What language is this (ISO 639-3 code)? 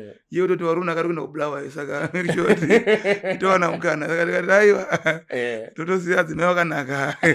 sna